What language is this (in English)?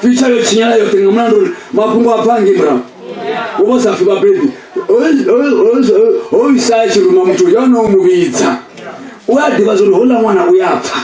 Venda